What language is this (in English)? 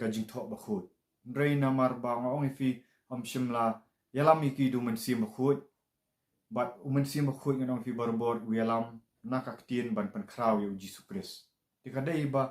Khasi